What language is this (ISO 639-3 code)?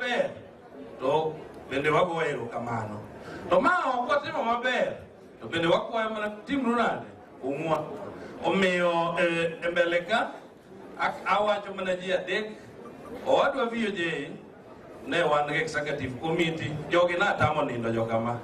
luo